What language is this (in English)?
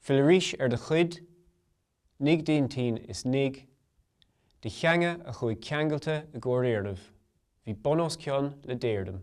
Irish